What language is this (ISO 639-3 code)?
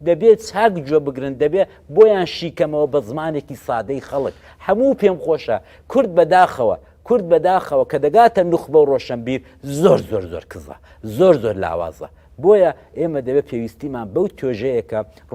ckb